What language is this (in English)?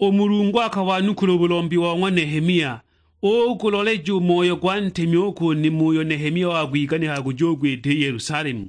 Sukuma